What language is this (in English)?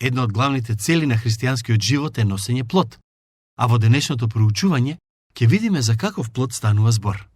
Macedonian